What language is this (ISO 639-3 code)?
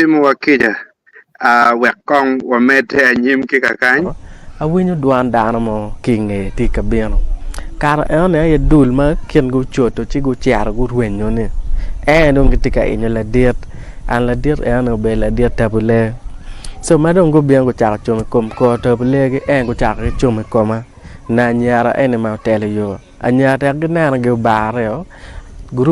ach